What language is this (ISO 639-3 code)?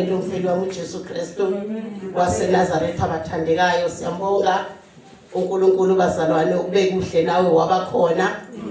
zul